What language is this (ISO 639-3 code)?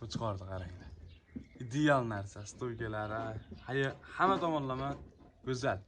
uzb